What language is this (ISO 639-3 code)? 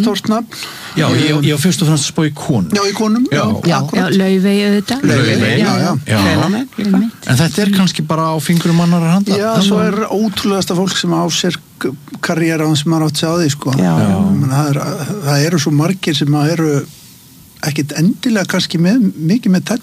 isl